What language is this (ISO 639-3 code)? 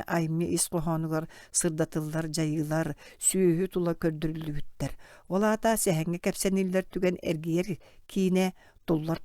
sah